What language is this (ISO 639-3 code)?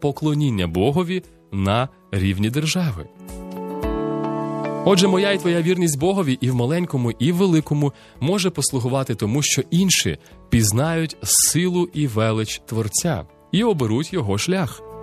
ukr